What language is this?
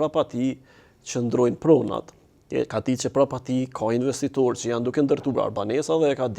Albanian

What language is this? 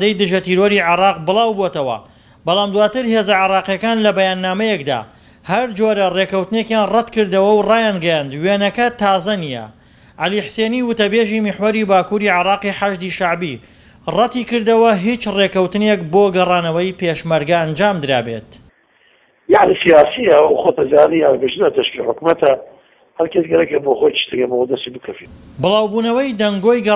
Central Kurdish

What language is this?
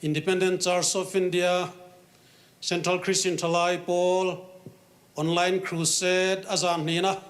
Hmar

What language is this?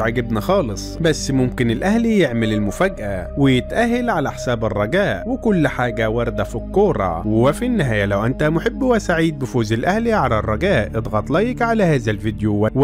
Egyptian Arabic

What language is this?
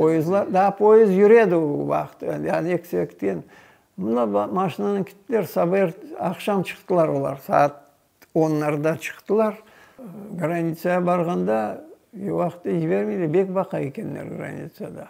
Crimean Tatar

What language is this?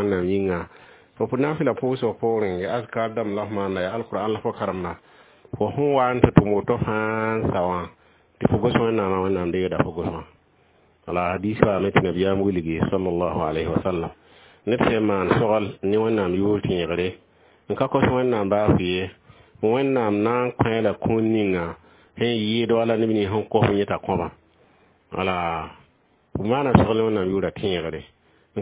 Mossi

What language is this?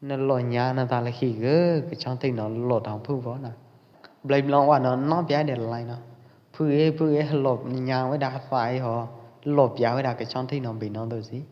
Pwo Eastern Karen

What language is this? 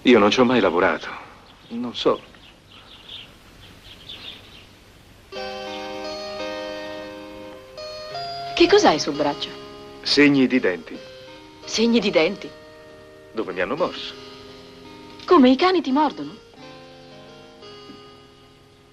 Italian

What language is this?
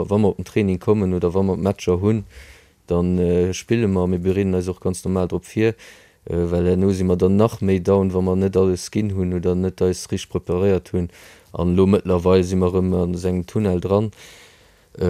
Luxembourgish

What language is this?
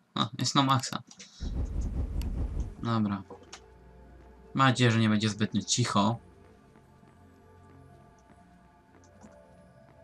Polish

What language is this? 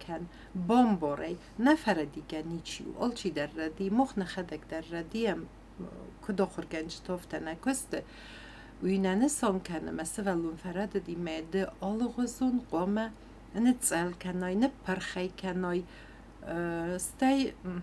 Ossetic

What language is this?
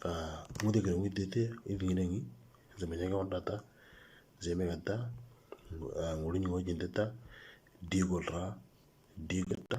Moro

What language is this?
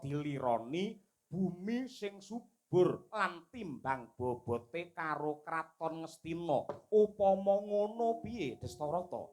Javanese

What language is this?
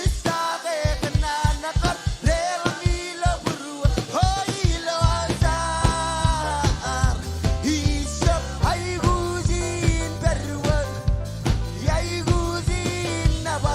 Marshallese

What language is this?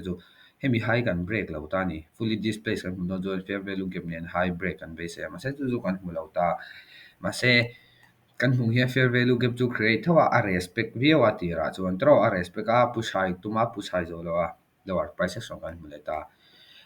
Mizo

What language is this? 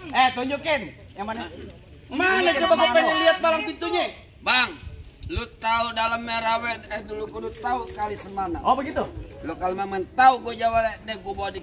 Betawi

